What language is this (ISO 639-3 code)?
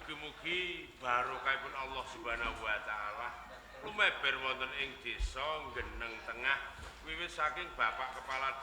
jav